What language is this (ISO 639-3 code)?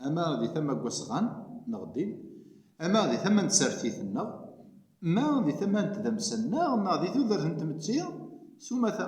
kab